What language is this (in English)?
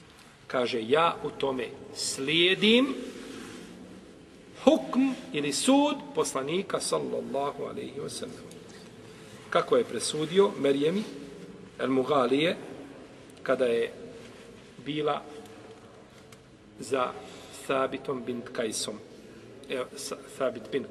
Bosnian